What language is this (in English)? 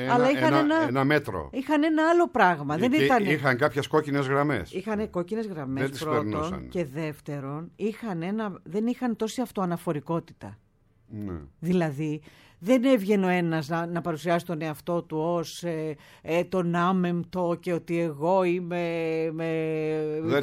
Greek